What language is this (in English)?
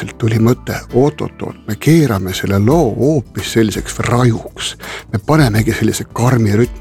Estonian